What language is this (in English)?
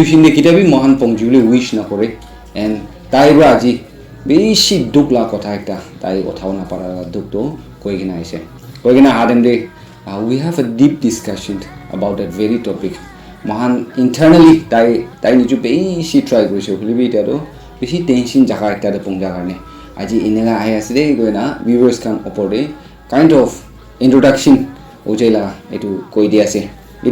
Naga Pidgin